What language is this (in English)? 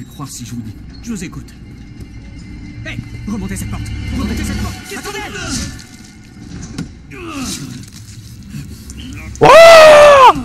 French